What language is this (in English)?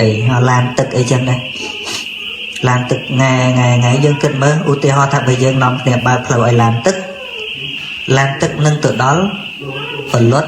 Khmer